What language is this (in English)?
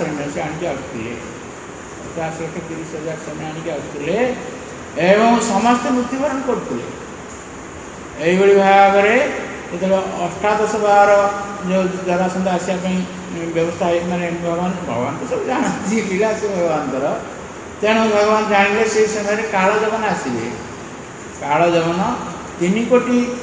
Odia